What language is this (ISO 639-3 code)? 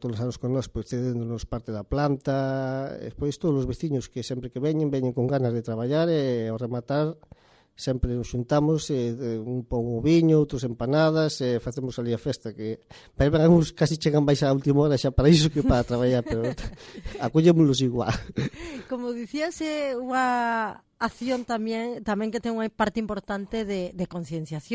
glg